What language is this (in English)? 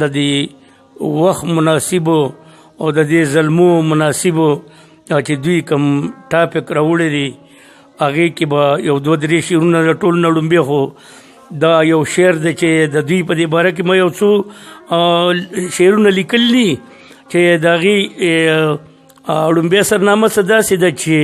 Pashto